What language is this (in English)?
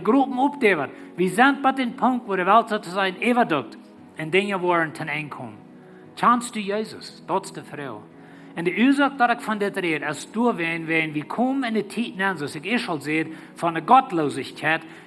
Plautdietsch